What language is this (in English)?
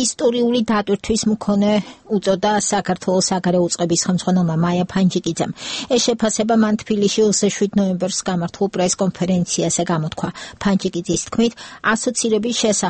Georgian